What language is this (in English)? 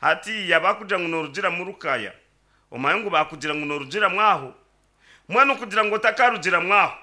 Nyankole